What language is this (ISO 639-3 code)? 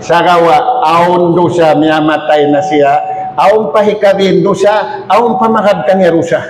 tsg